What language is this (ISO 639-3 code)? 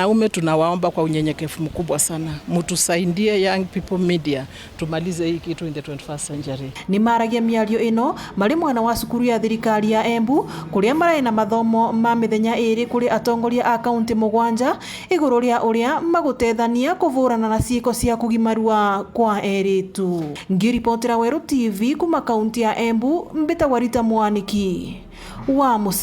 mer